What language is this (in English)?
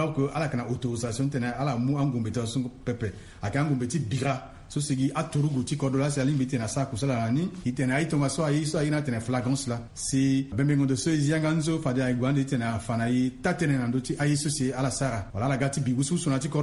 Sango